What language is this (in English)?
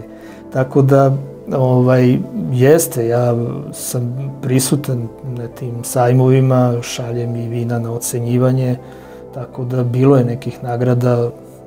Serbian